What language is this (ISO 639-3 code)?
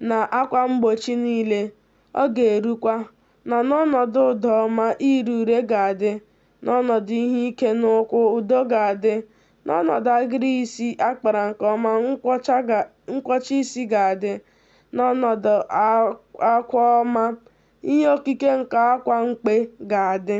ibo